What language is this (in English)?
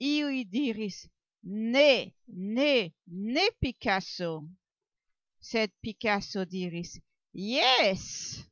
Esperanto